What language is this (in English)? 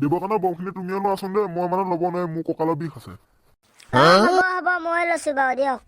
Assamese